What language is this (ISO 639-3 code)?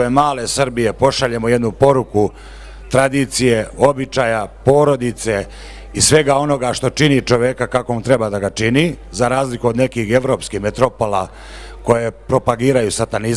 srp